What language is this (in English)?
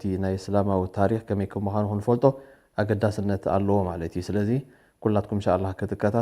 Tigrinya